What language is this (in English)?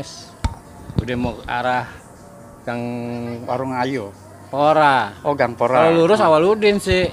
Betawi